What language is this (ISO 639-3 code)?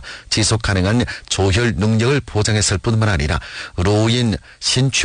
kor